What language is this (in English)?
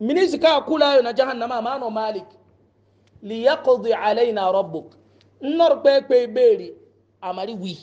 Hausa